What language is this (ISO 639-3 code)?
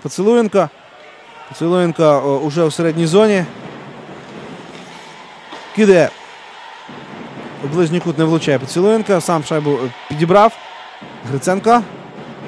ukr